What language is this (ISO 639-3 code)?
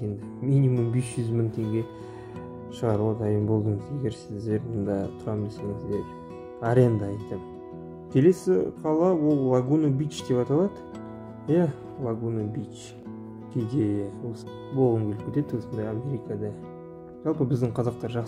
kaz